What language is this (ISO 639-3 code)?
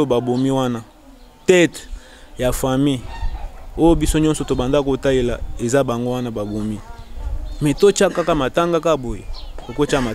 lin